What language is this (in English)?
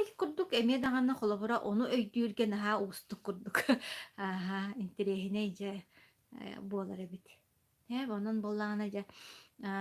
Yakut